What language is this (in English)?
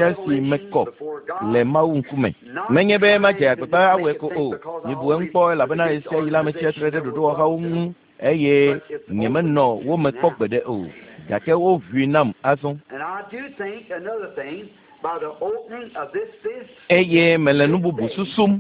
Ewe